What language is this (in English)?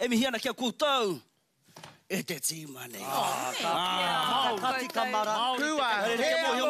Māori